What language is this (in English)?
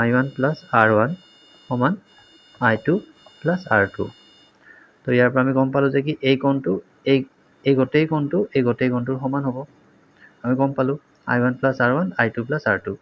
Assamese